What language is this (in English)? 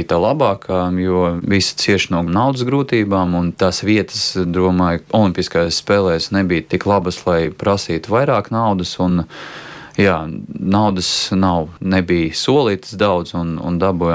Latvian